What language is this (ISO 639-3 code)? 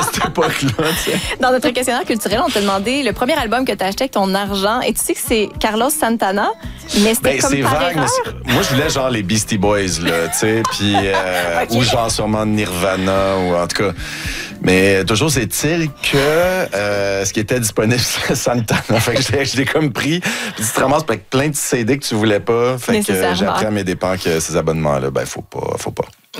fra